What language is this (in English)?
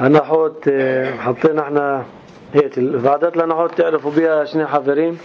North Levantine Arabic